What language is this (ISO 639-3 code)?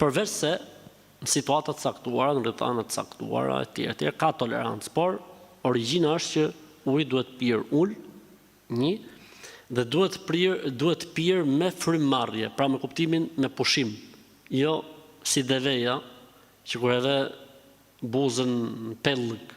sqi